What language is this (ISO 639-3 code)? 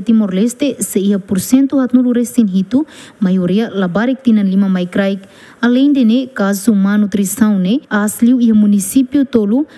tet